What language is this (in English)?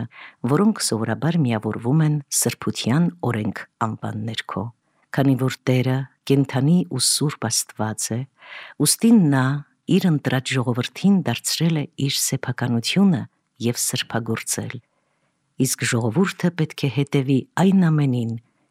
Armenian